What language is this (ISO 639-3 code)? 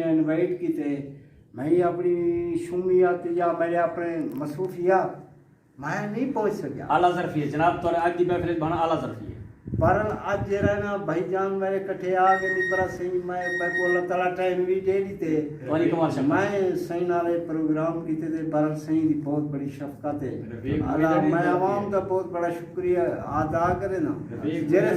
skr